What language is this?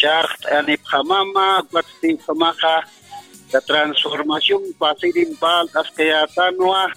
Aymara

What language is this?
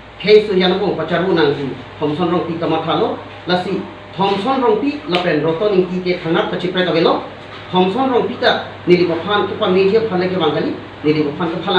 Karbi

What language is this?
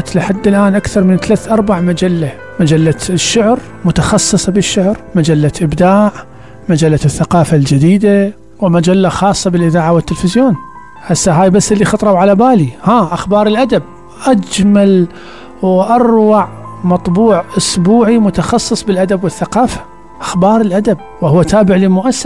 Mesopotamian Arabic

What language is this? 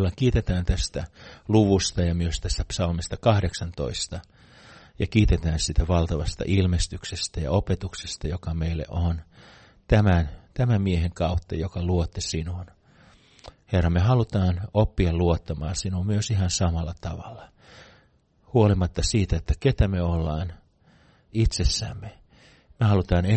Finnish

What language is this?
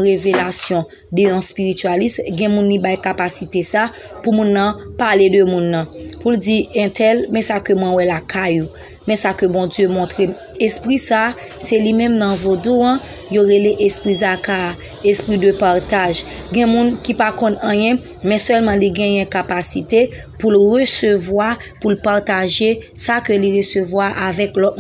Haitian Creole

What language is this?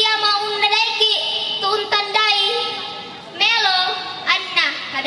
Toraja-Sa'dan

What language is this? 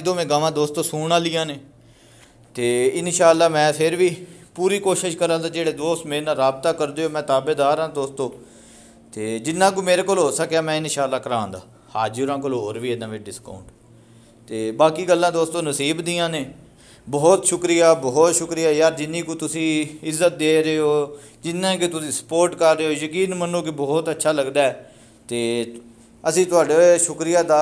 Punjabi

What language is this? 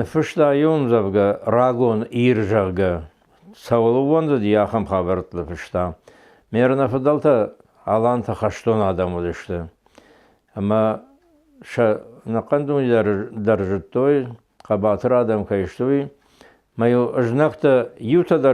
Ossetic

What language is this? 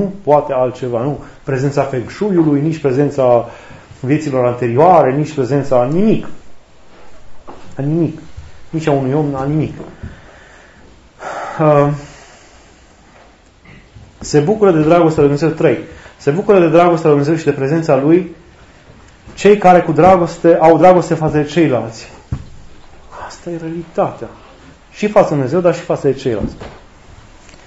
Romanian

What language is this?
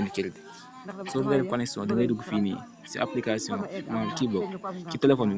Wolof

